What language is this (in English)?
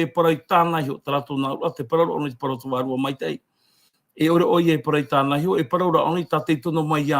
Tahitian